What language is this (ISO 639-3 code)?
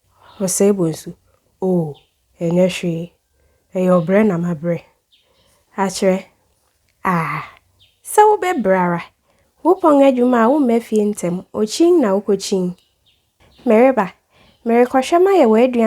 aka